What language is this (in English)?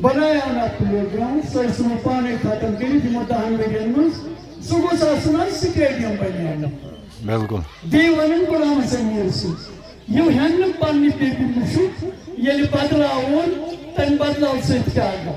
Kashmiri